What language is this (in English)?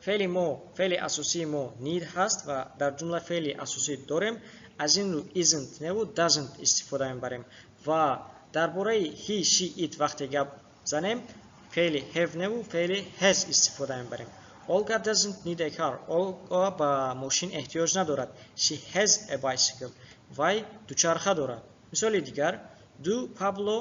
Tajik